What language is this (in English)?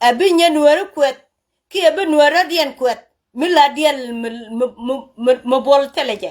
Nuer